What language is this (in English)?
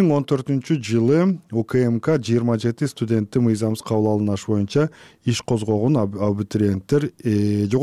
Kyrgyz